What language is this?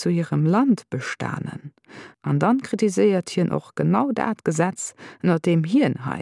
Luxembourgish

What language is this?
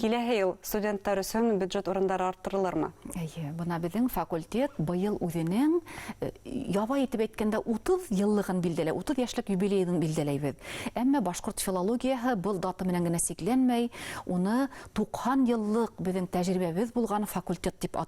Bashkir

